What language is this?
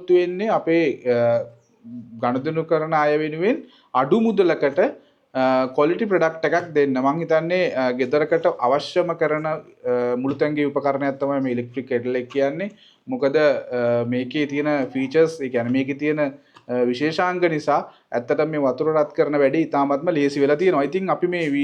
Sinhala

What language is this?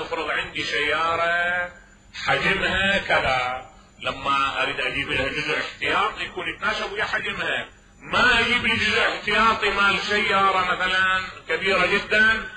Mesopotamian Arabic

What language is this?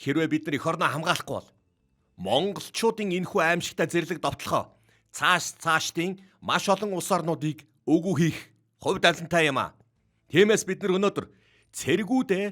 Mongolian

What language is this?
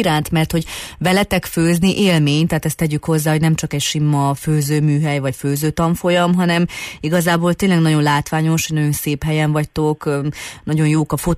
Hungarian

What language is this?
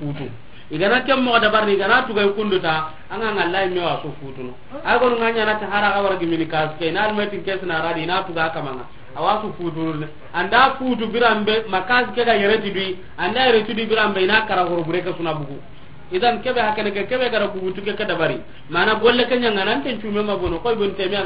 Soninke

